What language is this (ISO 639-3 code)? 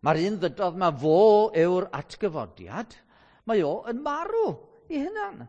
cym